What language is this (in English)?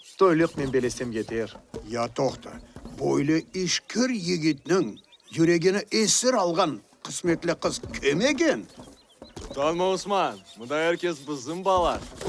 Crimean Tatar